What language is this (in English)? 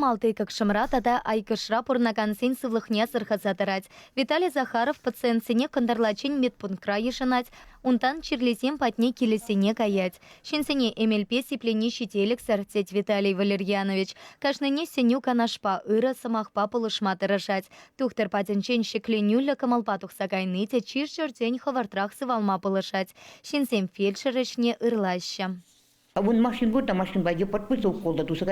Chuvash